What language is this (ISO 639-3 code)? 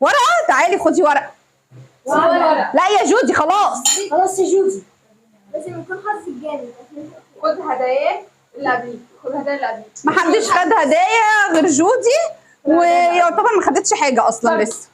arz